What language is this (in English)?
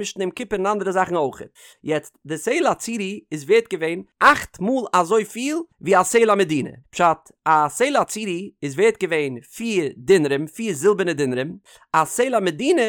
Yiddish